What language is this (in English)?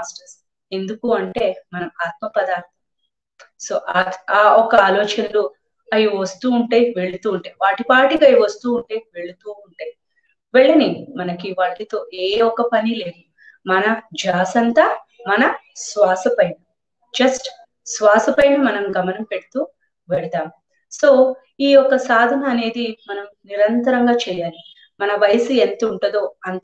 Telugu